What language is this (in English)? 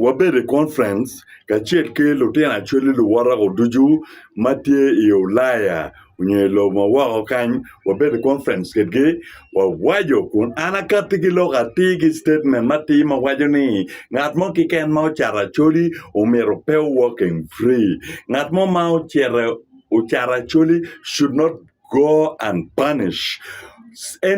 Acoli